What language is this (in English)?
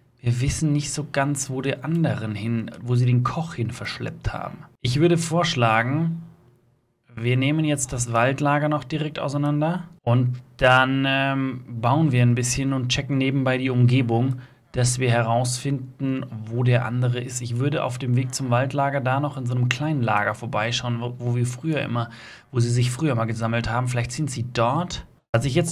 German